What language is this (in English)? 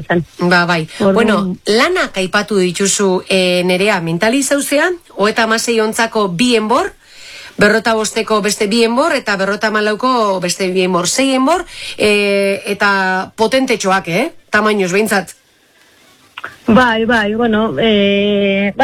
Basque